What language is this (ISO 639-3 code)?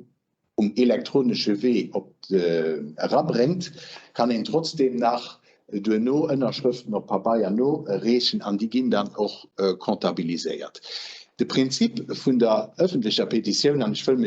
ltz